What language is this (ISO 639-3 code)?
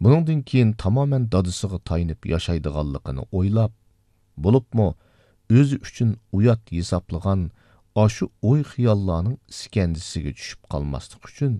uig